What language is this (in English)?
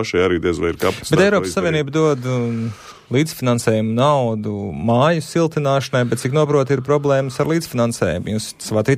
Latvian